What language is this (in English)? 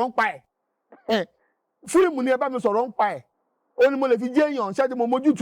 Yoruba